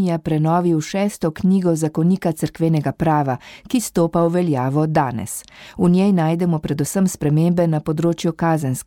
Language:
Slovenian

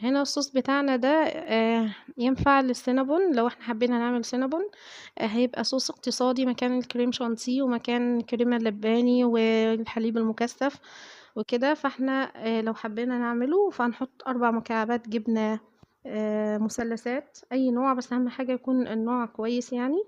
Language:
Egyptian Arabic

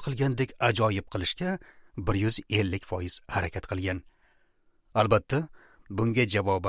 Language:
Uzbek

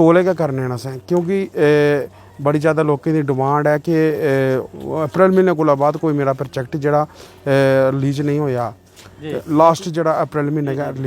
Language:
Dogri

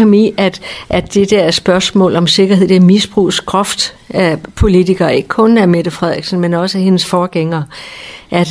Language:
Danish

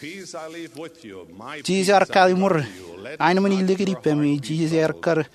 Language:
Marshallese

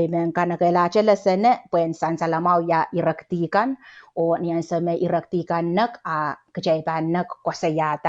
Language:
Pohnpeian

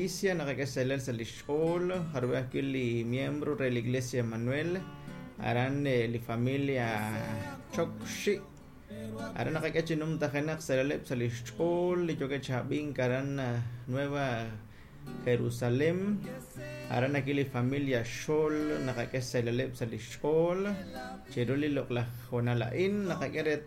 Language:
Kekchí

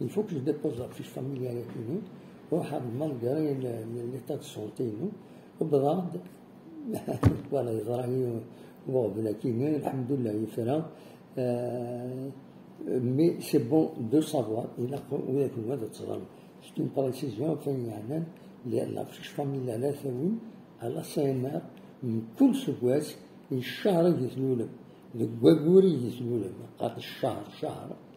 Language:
Kabyle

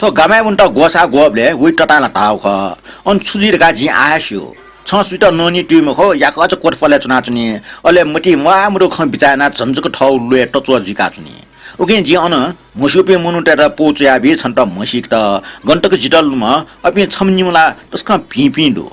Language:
Newari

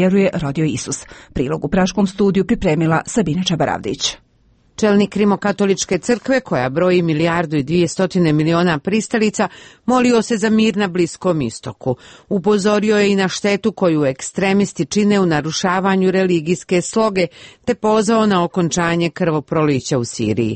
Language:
Croatian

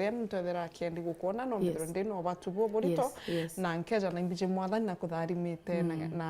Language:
Meru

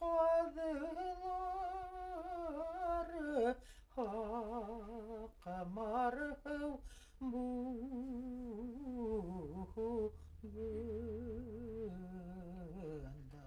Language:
Bashkir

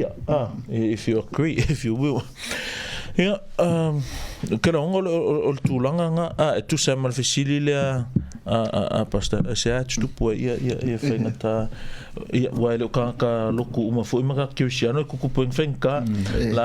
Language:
Samoan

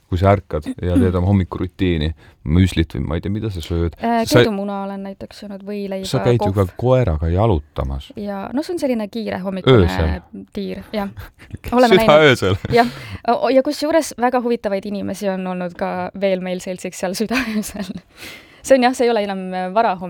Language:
Estonian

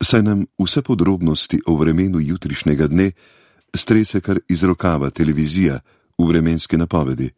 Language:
Slovenian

